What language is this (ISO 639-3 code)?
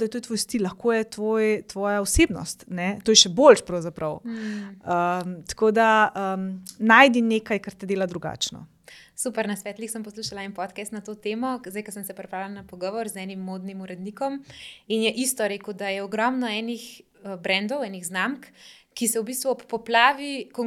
slv